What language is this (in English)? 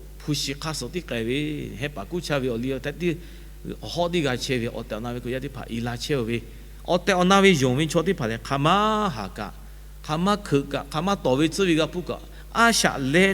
Lahu